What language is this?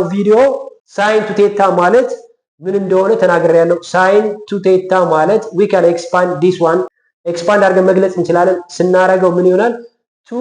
Amharic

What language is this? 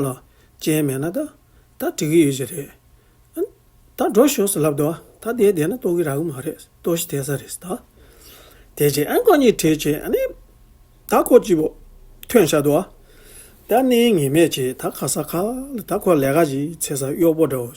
Tibetan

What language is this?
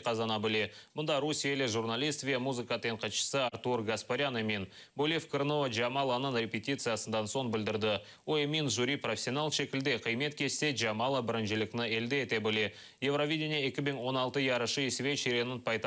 Crimean Tatar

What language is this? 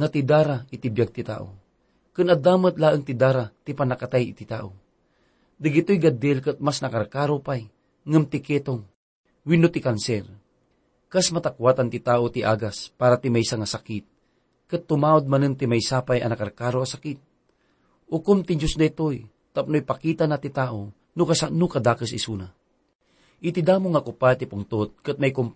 Iloko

